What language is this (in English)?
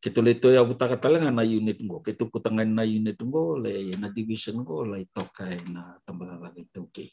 Fijian